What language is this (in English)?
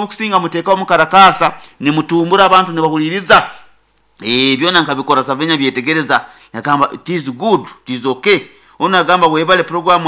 Nyoro